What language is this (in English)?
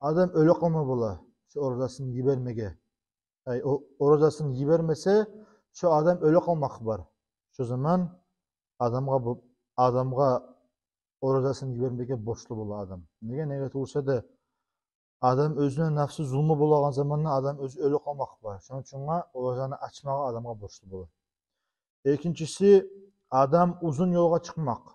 Kumyk